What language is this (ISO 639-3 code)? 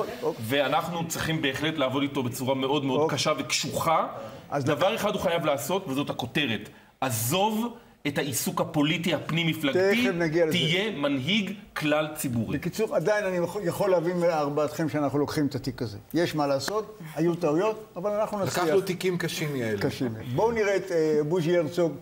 heb